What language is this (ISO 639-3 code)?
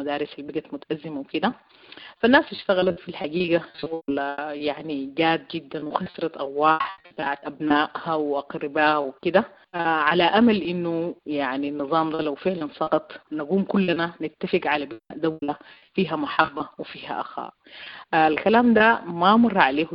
apd